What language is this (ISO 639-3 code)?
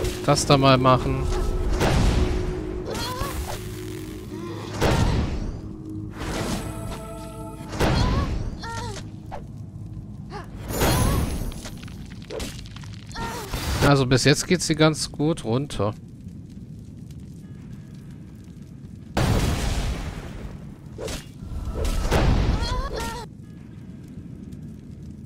deu